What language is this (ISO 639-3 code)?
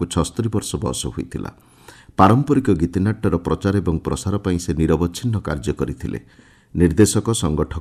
ori